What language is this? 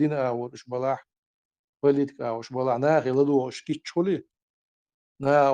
Chechen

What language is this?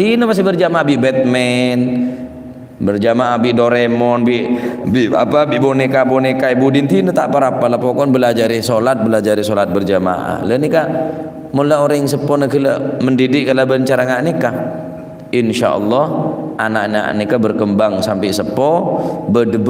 Madurese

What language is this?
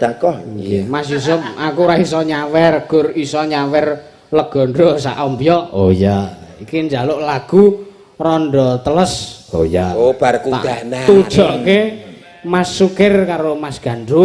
Javanese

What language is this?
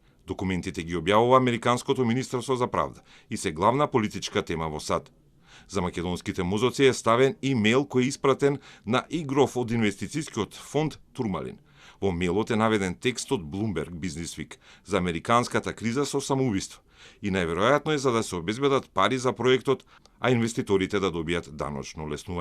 Macedonian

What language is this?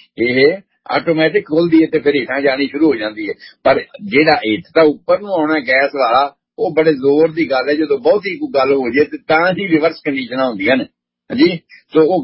Punjabi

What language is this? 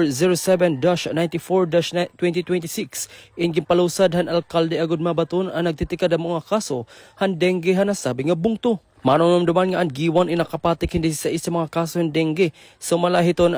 Waray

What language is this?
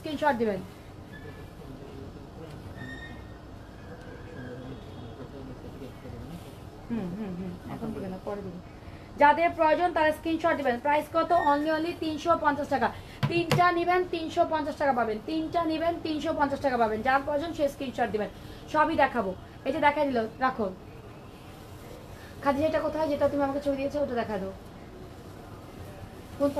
Bangla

